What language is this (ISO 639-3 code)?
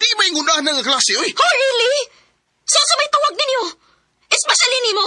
ceb